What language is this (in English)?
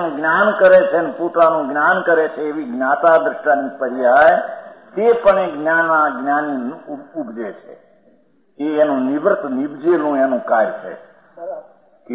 Gujarati